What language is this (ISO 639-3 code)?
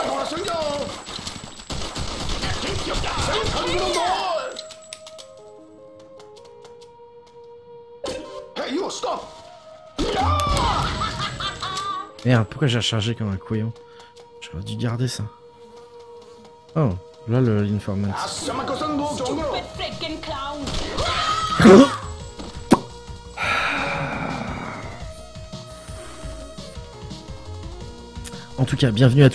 fra